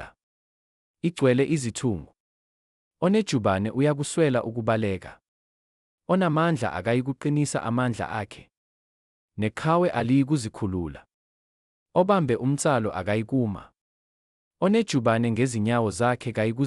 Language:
Zulu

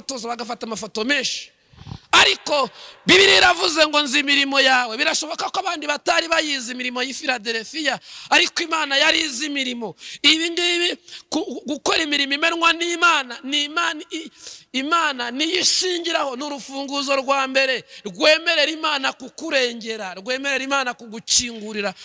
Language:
Kinyarwanda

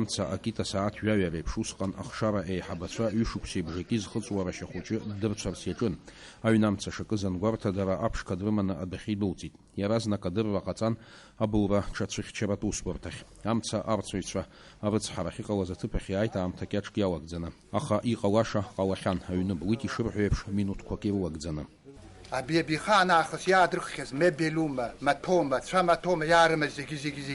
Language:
Abkhazian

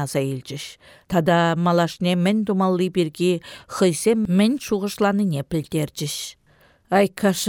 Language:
Chuvash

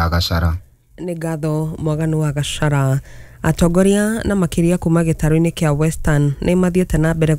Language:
Kikuyu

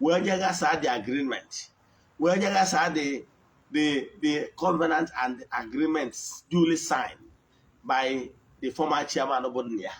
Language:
Igbo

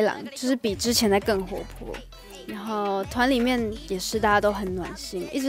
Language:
Chinese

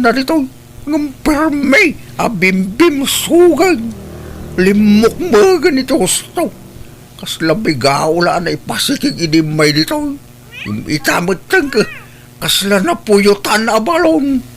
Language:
Iloko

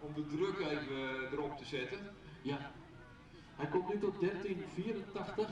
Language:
Western Frisian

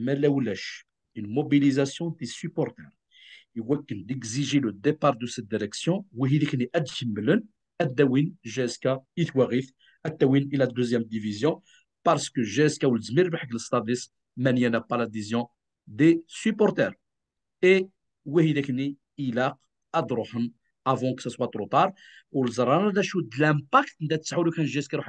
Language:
Kabyle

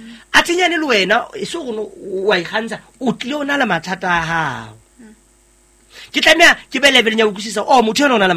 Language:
Southern Sotho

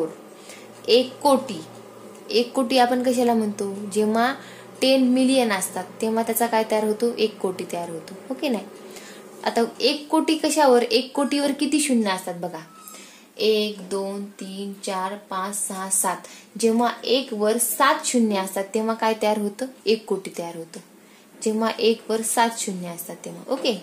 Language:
Marathi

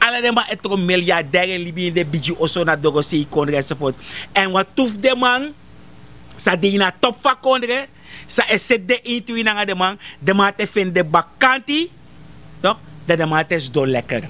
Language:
Sranan Tongo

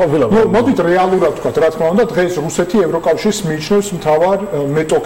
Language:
Georgian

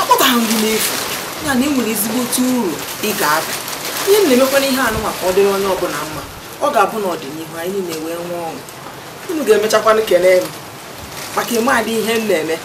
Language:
Igbo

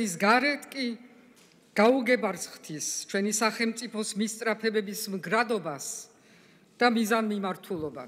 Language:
Georgian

